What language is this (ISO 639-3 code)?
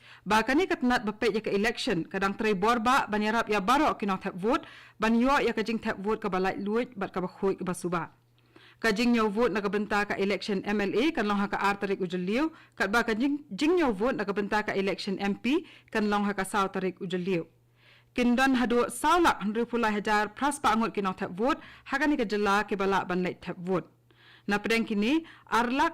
kha